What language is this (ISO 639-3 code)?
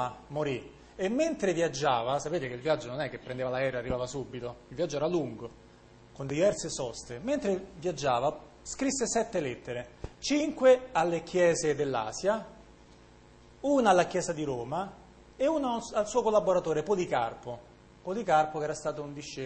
ita